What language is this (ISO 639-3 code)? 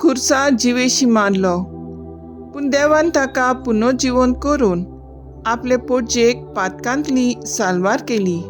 kok